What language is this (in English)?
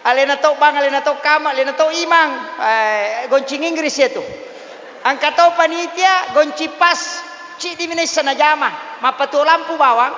Buginese